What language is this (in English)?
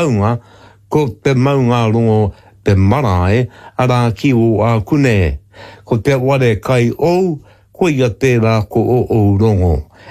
Māori